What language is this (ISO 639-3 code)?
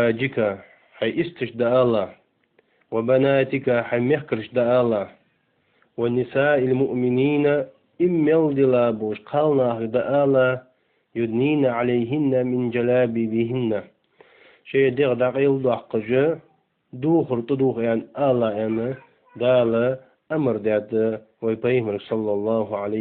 inh